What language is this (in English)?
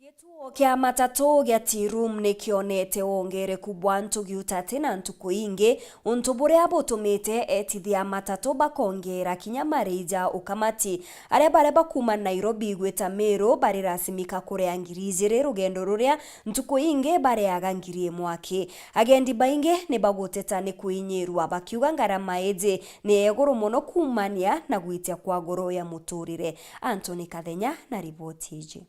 Meru